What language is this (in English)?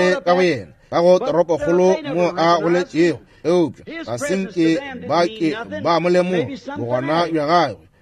Northern Sotho